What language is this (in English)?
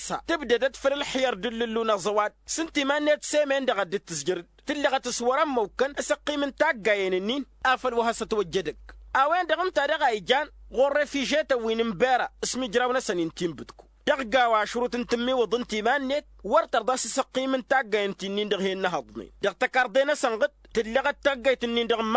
Tamasheq